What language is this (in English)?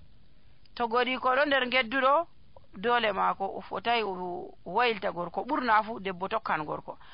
Nigerian Fulfulde